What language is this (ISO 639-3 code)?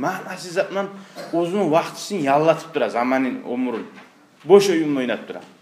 kum